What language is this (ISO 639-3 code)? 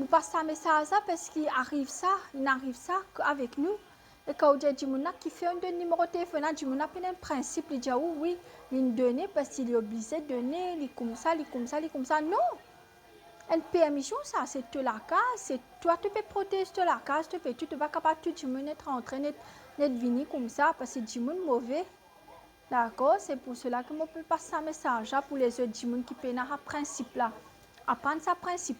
mfe